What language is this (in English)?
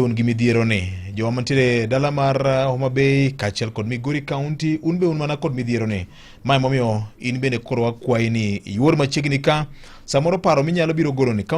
Luo (Kenya and Tanzania)